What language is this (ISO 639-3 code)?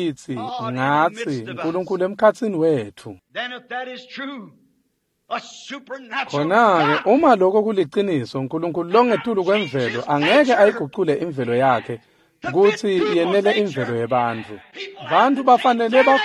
ssw